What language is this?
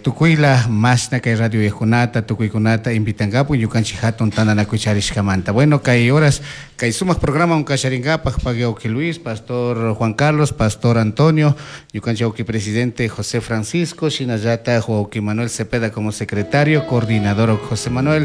Chimborazo Highland Quichua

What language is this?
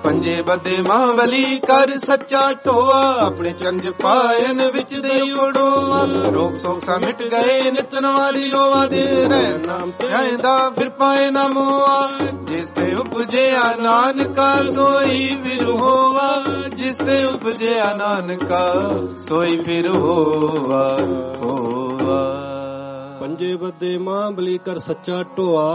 Punjabi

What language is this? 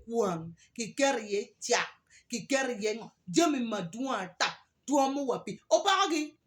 Acoli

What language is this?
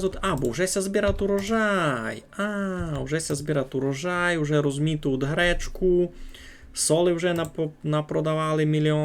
Rusyn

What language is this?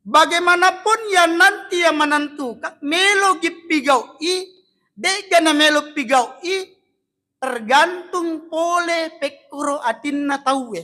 Buginese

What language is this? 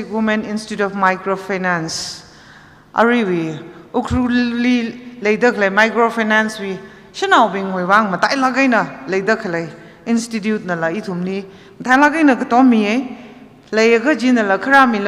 Tangkhul Naga (India)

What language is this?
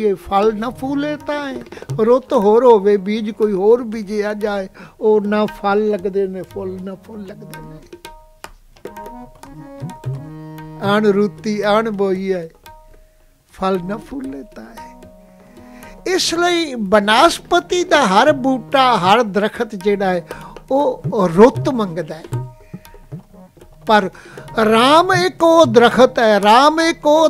Punjabi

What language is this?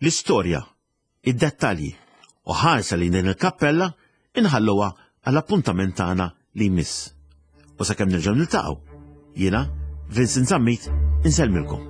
Maltese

